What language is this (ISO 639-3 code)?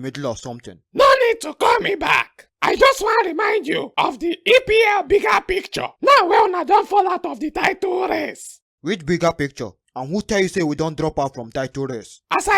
pcm